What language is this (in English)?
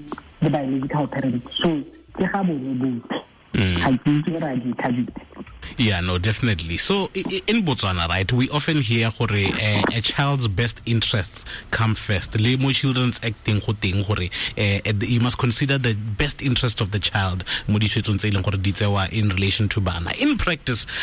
Tswana